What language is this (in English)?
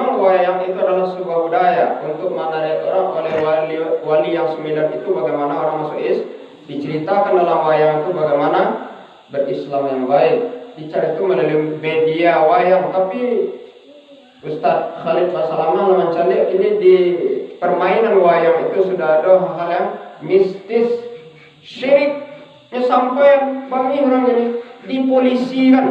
Minangkabau